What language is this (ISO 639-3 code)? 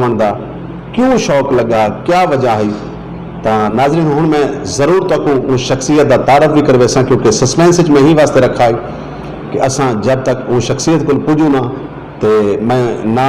skr